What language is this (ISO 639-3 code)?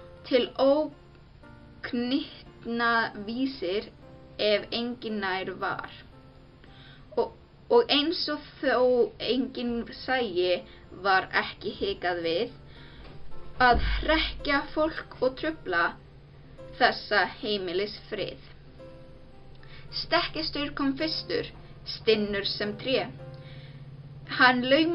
isl